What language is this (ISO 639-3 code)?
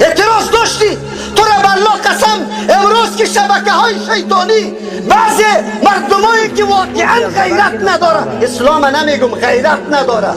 fas